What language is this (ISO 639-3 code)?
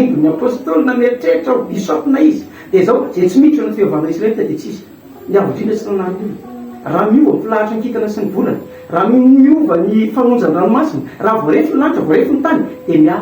mlg